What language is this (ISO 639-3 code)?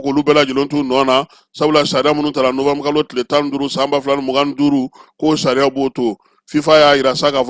bam